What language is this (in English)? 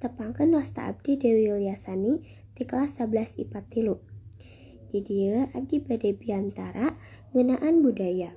Sundanese